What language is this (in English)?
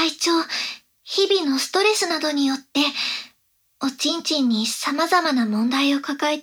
Japanese